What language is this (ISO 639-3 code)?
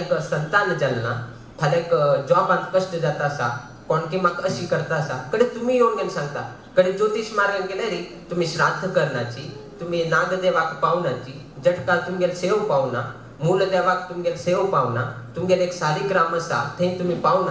kok